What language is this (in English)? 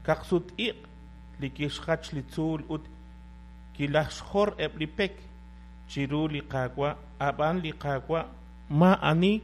Kekchí